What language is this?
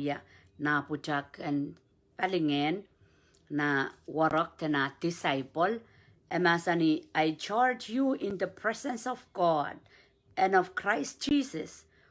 Pohnpeian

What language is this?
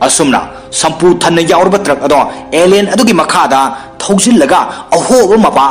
Manipuri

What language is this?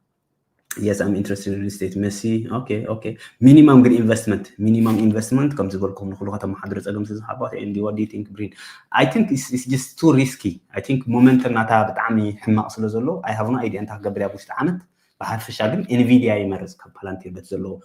Tigrinya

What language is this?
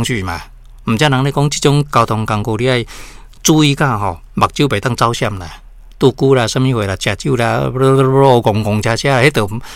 Min Nan Chinese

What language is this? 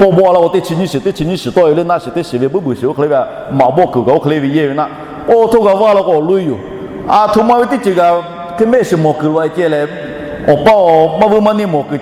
Lahu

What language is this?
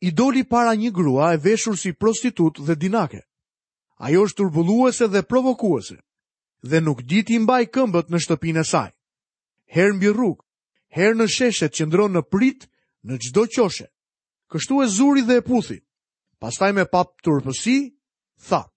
Albanian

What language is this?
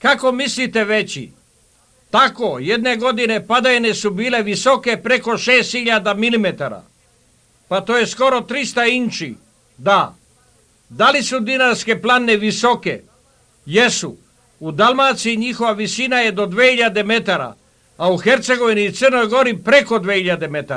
Serbian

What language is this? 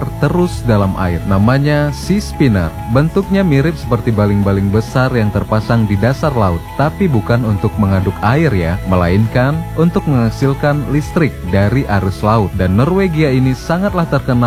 Indonesian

